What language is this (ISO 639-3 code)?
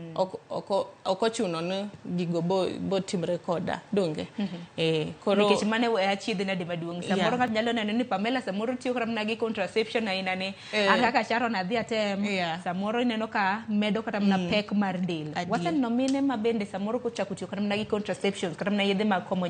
luo